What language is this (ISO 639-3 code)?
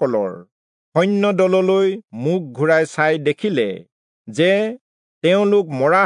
asm